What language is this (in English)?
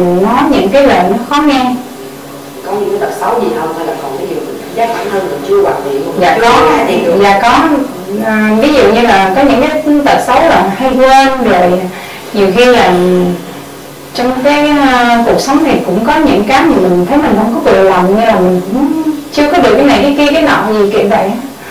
Vietnamese